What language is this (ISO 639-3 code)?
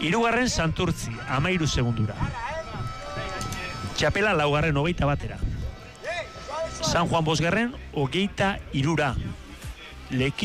eus